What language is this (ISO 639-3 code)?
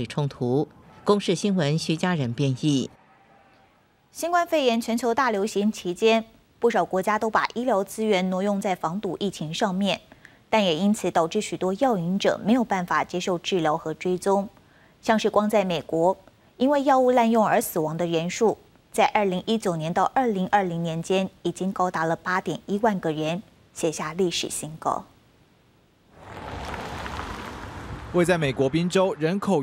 zho